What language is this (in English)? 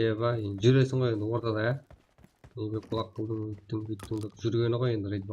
Kara-Kalpak